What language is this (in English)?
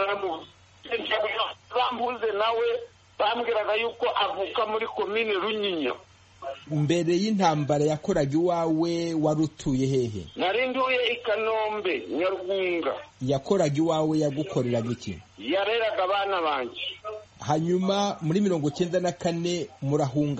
Kinyarwanda